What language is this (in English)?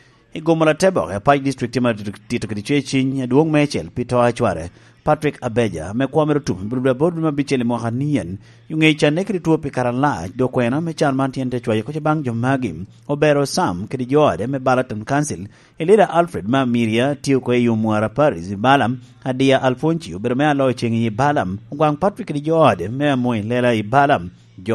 Lango (Uganda)